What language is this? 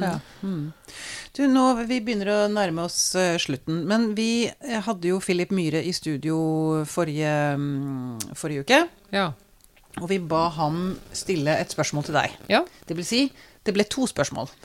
Norwegian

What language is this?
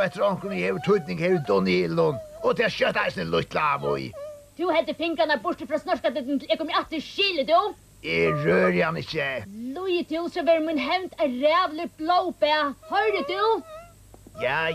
Faroese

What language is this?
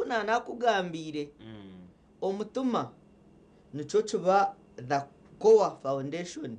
Nyankole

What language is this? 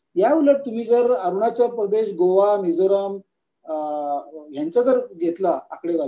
Marathi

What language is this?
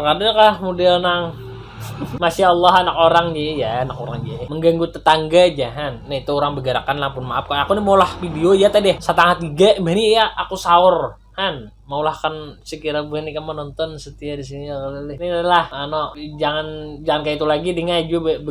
Banjar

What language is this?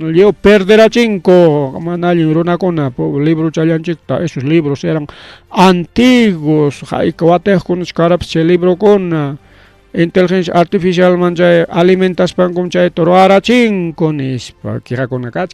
Ayacucho Quechua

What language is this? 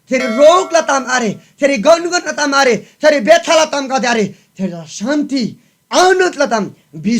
Eastern Tamang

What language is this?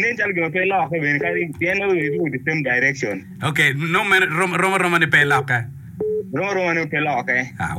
Acoli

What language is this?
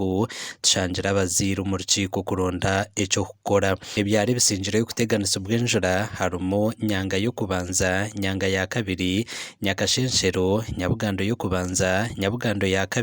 Nyankole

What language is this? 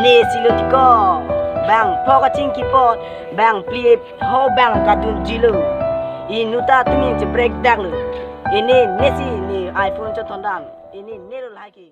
Karbi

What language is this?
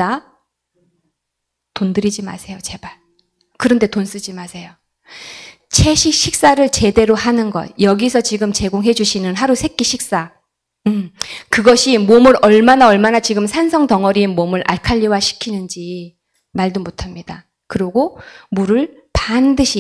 Korean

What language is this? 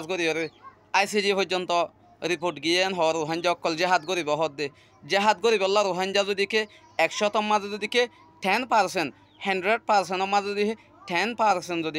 Rohingya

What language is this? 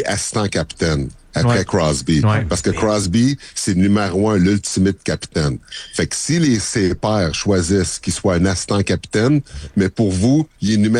French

